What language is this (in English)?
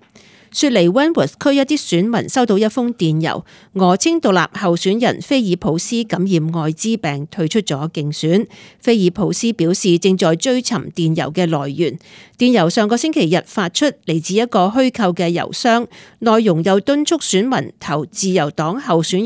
Cantonese